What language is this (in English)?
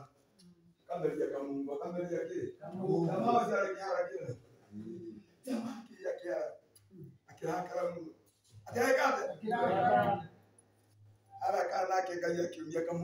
Swahili